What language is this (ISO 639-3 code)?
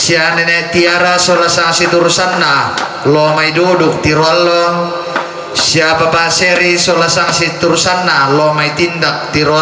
sda